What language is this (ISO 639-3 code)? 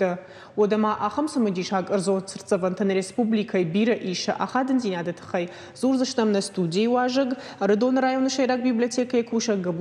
oss